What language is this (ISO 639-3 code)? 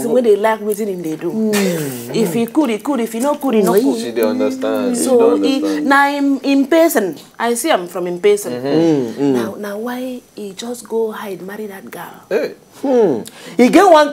pcm